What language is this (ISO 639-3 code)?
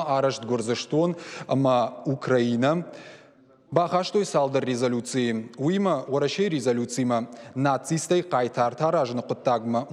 oss